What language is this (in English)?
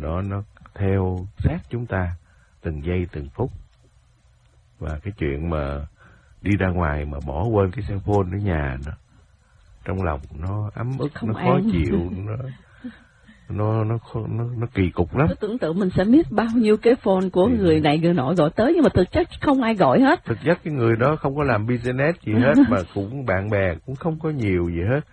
Vietnamese